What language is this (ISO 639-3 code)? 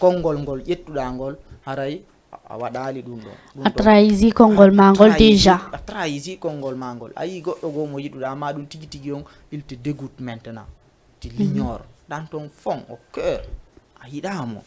ful